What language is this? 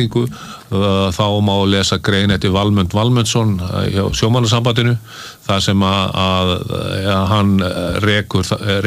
Icelandic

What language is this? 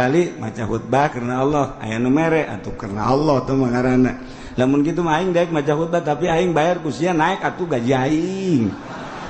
Sundanese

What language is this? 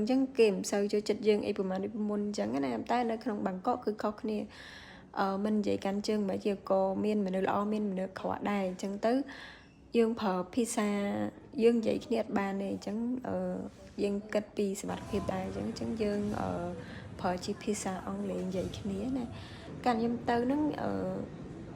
Khmer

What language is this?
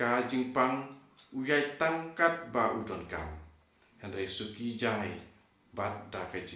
Khasi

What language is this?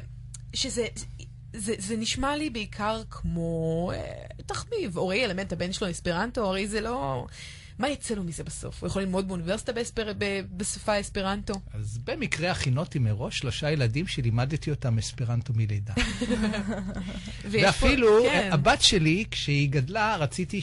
Hebrew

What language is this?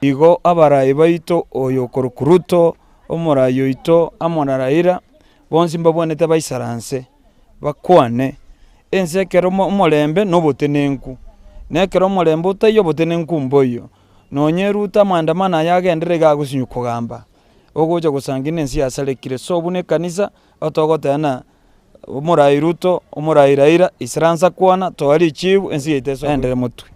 Gusii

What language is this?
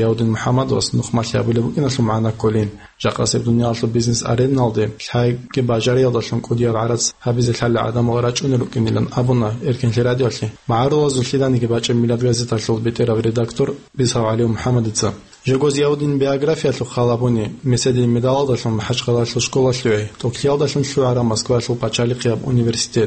Avaric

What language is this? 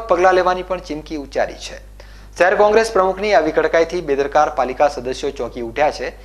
Gujarati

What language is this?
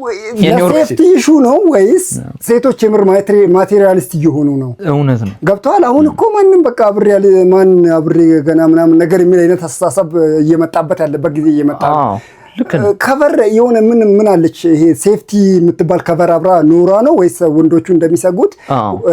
Amharic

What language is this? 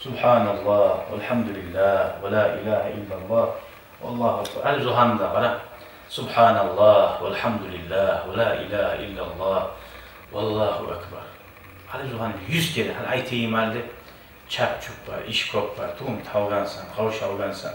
Kumyk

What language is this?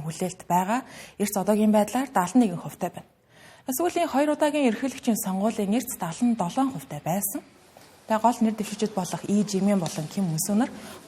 Mongolian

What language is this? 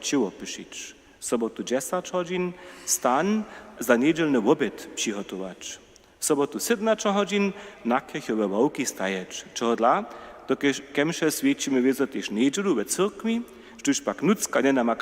Upper Sorbian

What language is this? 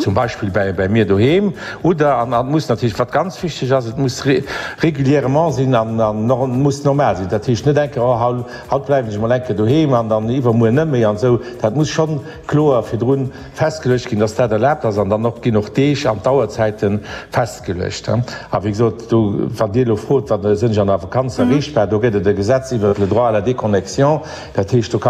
Luxembourgish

